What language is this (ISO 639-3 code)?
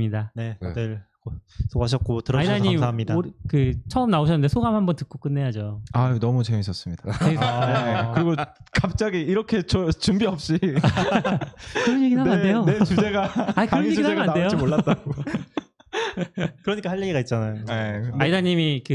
kor